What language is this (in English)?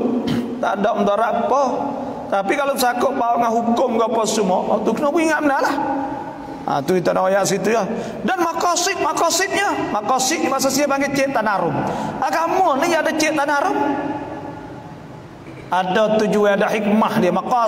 Malay